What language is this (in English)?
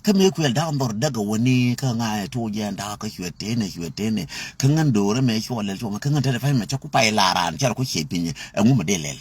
Nuer